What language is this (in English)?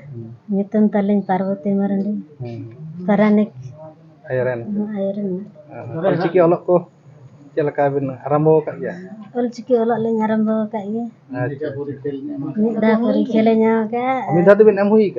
Santali